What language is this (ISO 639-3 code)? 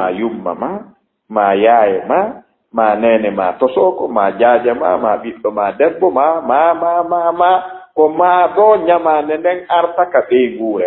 ful